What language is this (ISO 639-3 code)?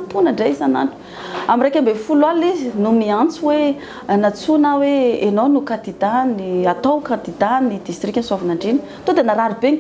mlg